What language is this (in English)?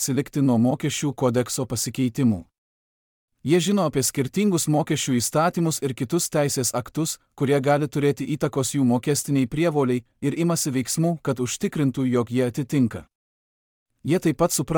Lithuanian